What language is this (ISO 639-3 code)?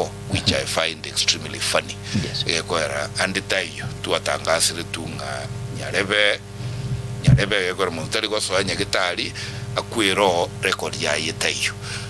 guz